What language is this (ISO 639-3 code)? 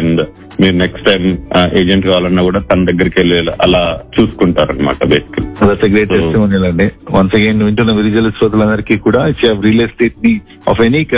tel